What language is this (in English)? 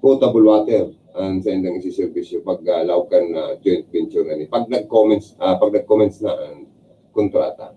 Bikol